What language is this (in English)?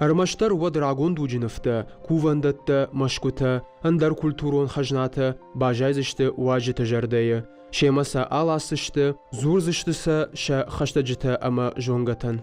Ossetic